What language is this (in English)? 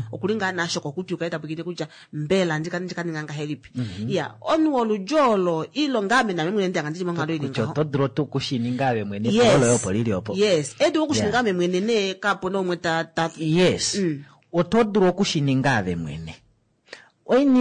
Kuanyama